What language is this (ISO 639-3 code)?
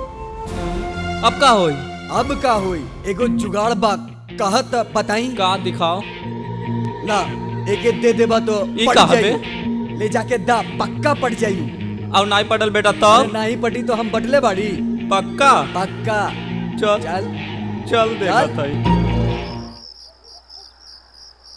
bho